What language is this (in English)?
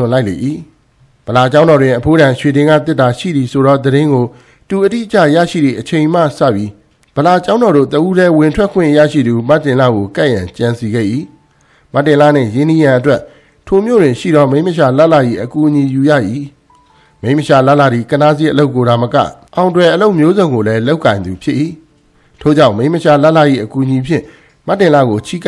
Burmese